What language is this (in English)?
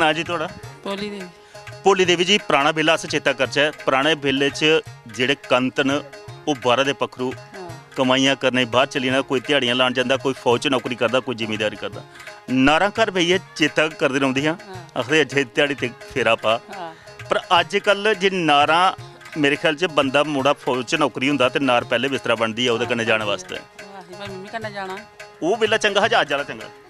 Dogri